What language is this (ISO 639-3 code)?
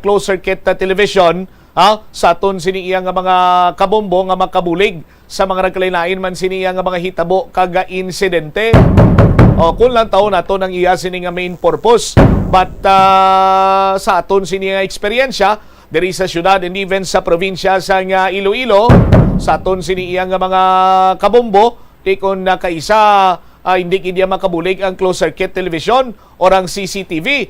hil